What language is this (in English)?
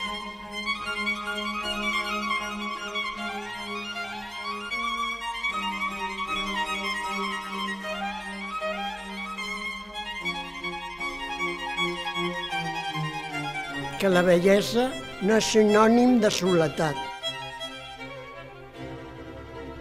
Catalan